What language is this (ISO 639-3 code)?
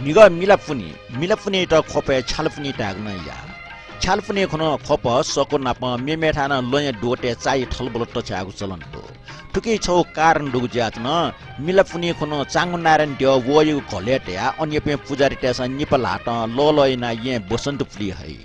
new